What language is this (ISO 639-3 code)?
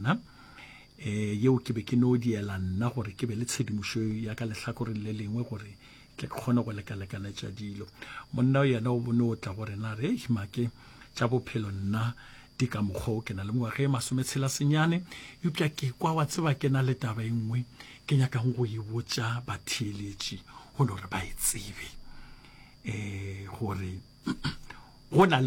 nso